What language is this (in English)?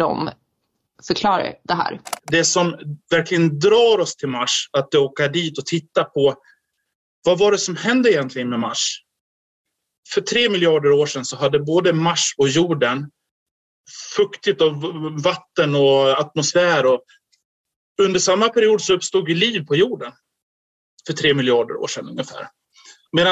Swedish